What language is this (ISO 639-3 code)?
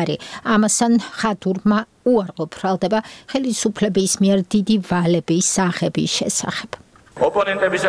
kat